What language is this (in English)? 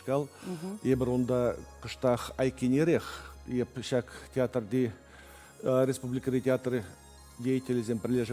Chuvash